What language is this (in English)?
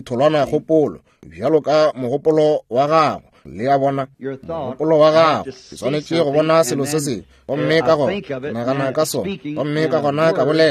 Northern Sotho